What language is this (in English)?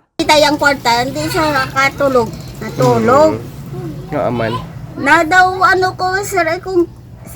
Hiligaynon